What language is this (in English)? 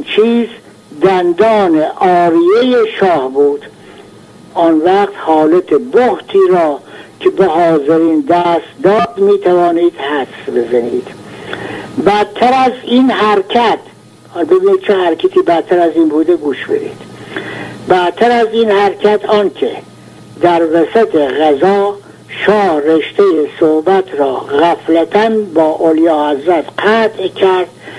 Persian